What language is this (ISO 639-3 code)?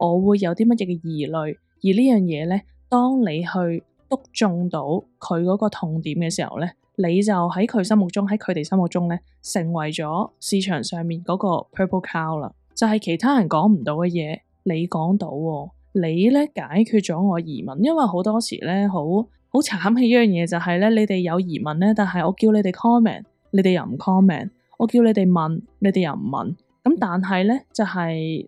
yue